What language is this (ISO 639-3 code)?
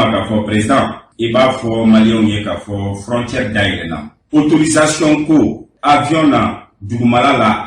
bam